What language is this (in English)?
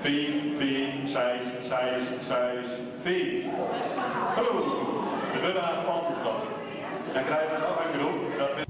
Western Frisian